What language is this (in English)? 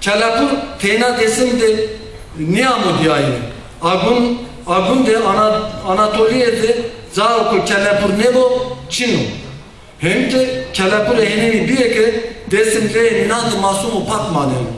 Zaza